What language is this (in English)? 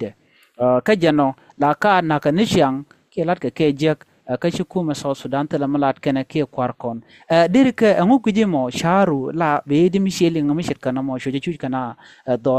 Nuer